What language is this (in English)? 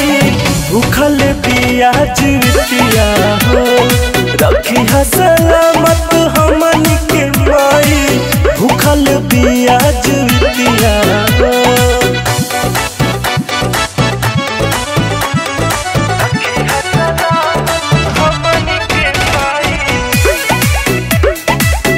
Bhojpuri